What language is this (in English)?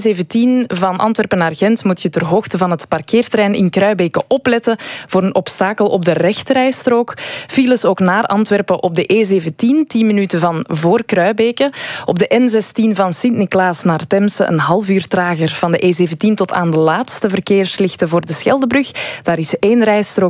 Dutch